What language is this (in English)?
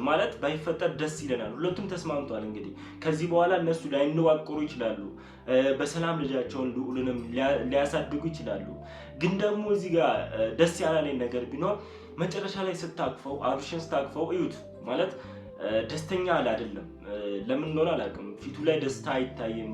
Amharic